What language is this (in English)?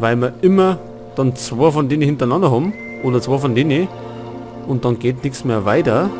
Bavarian